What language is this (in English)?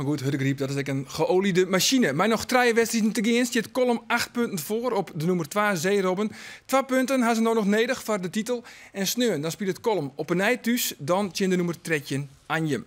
Western Frisian